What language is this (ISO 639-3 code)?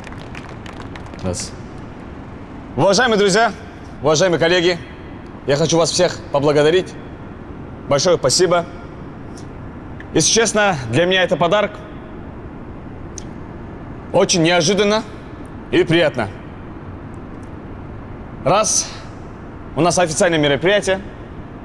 rus